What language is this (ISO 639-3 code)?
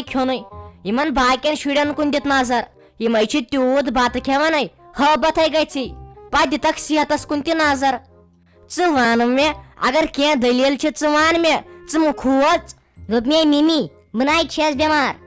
kas